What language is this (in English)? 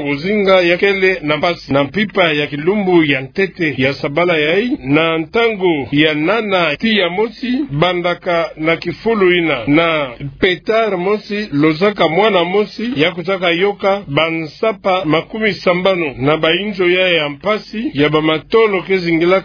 Kituba (Democratic Republic of Congo)